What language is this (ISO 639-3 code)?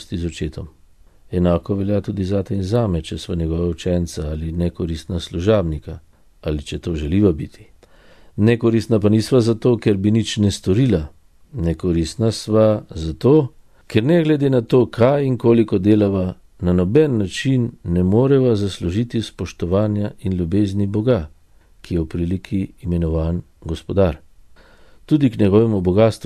slv